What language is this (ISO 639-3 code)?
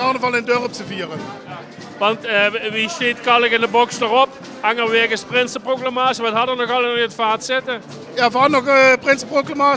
lim